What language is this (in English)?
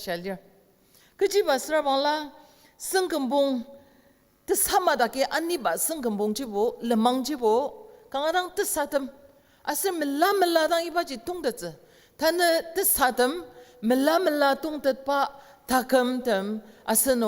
Ao Naga